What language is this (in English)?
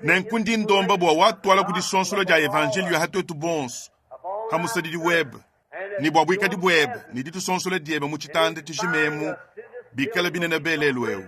Luba-Lulua